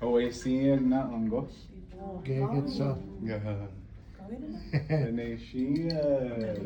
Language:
Chippewa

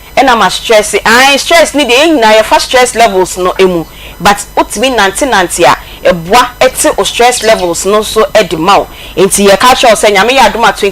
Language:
Akan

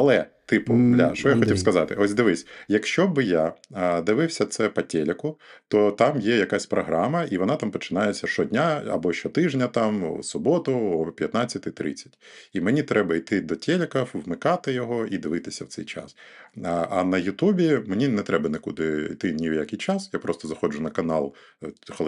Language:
Ukrainian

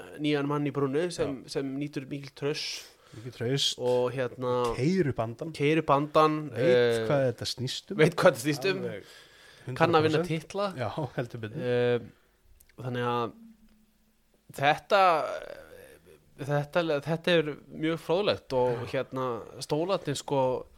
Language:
Icelandic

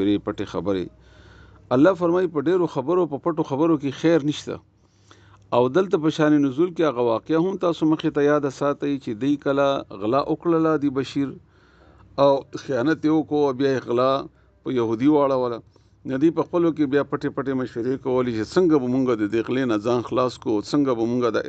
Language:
Pashto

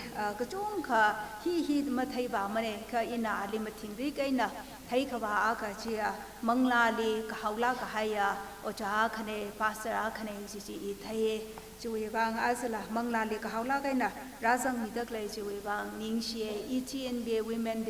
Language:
Tangkhul Naga (India)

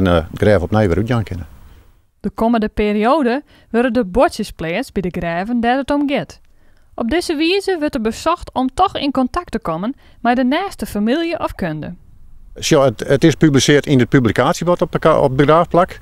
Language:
Western Frisian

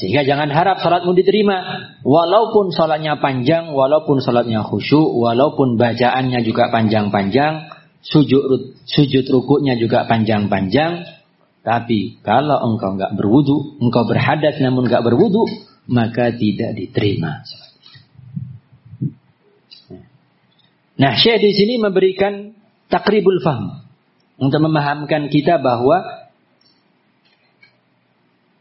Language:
Indonesian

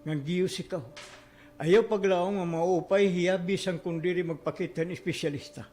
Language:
Waray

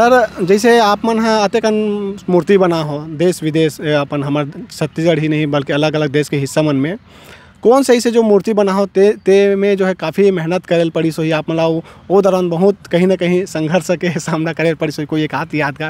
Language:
Chhattisgarhi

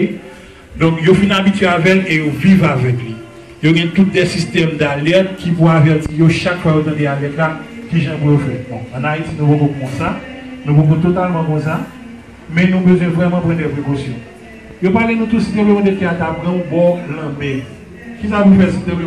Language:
Haitian Creole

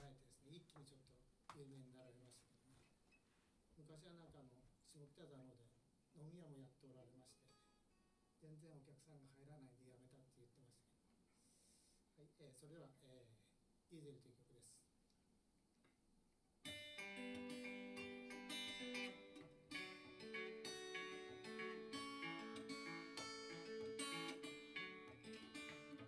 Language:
Japanese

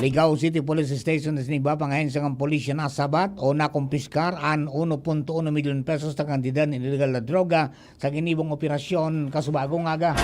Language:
Bikol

